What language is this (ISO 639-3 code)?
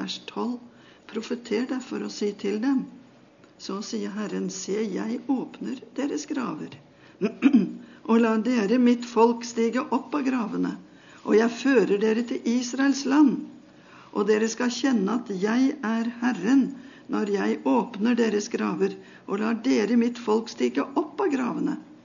nor